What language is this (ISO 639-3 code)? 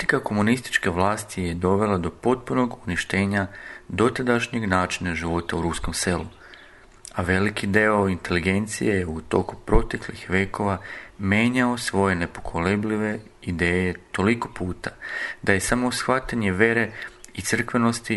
srp